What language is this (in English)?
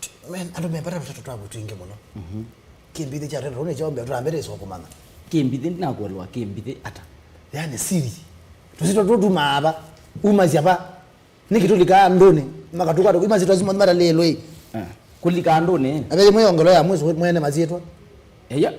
Kamba